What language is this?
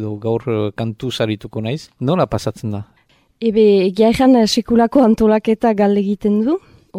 Basque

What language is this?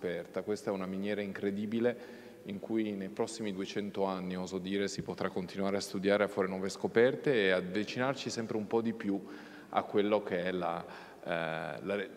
Italian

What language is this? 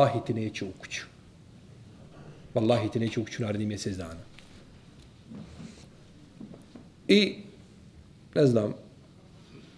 Bosnian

